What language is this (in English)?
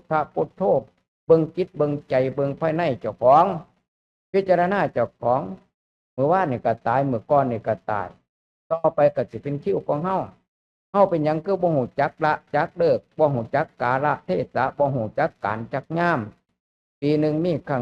Lao